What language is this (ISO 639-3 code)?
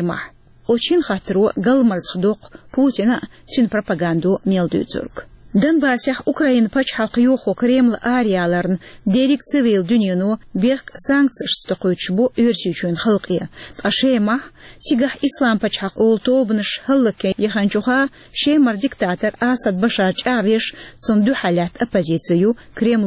che